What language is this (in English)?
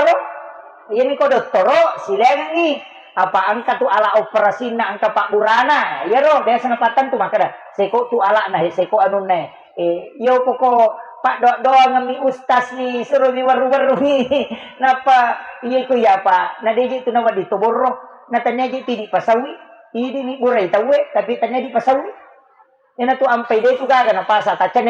Buginese